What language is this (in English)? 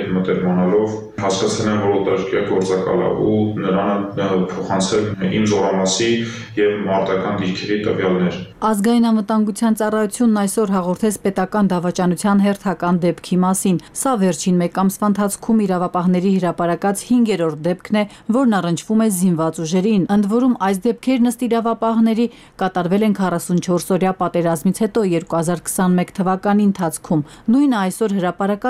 Armenian